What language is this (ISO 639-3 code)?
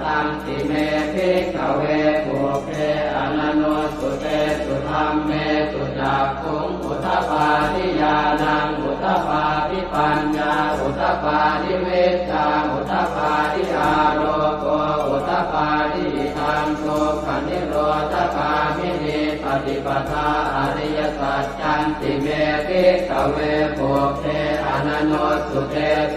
pli